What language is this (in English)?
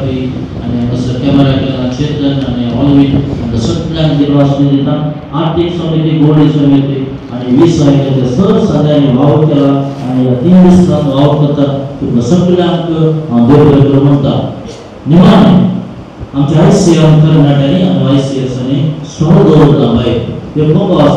Konkani